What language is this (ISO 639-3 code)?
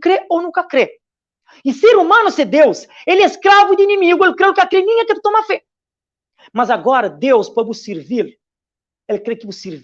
kea